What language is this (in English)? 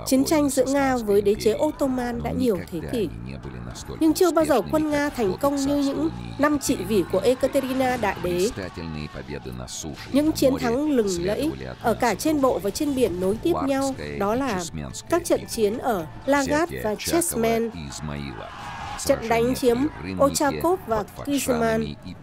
Vietnamese